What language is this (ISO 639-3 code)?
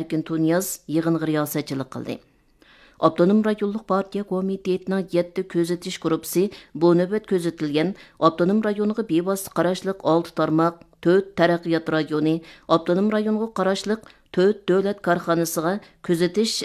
uig